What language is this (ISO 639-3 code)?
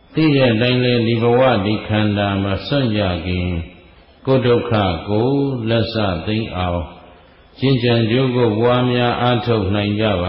mya